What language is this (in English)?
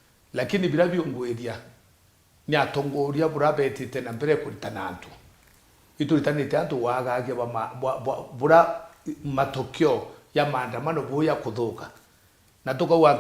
Meru